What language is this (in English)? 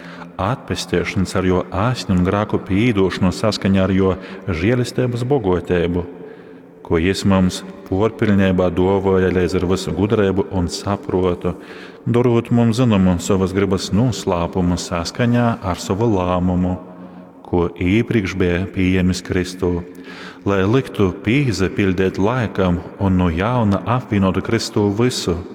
Latgalian